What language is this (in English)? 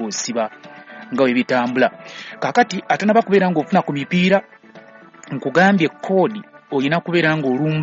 Ganda